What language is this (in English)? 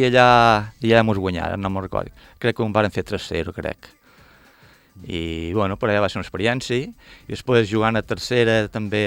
Catalan